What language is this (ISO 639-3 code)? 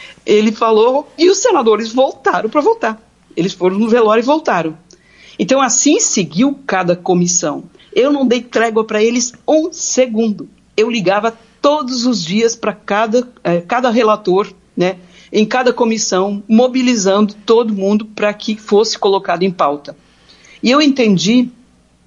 por